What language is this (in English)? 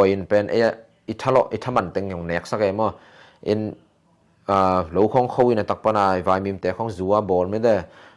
Tedim Chin